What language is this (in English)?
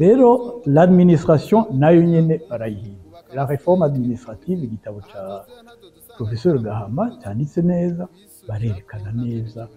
Rundi